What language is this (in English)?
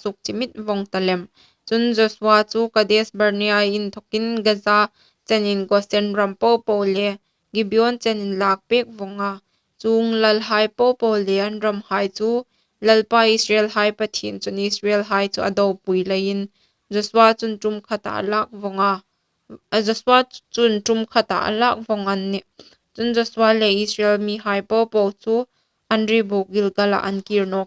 Hmar